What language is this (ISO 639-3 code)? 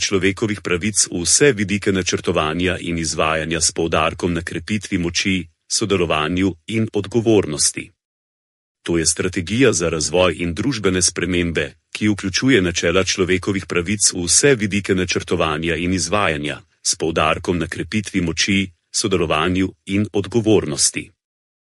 slv